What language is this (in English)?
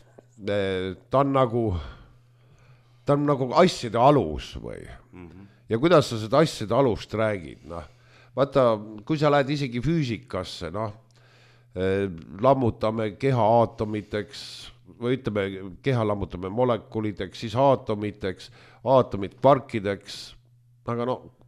Estonian